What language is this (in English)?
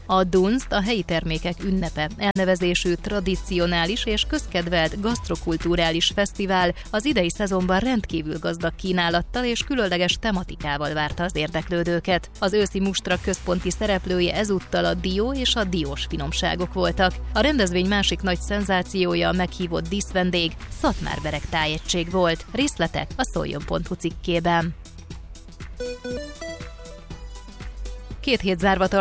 Hungarian